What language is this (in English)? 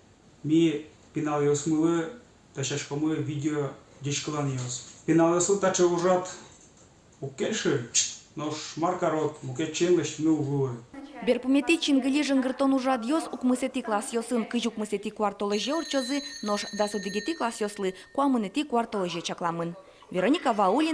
Udmurt